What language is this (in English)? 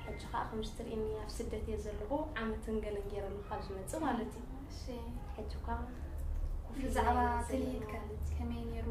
Tigrinya